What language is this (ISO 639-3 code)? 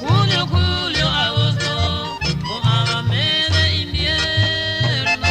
grn